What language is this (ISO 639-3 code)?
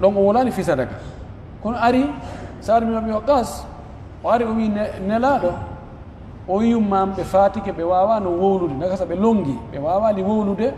fuf